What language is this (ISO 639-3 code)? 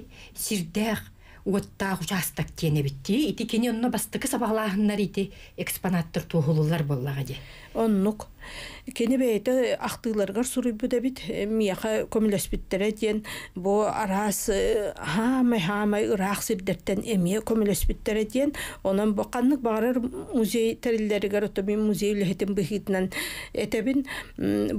sah